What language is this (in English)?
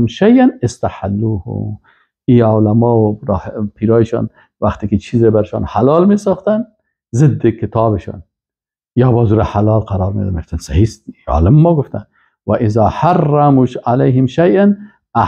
Persian